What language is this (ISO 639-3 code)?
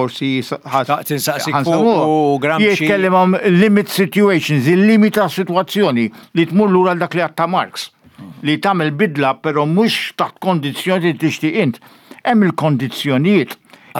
mlt